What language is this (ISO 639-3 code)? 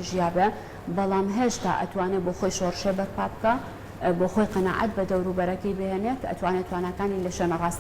ckb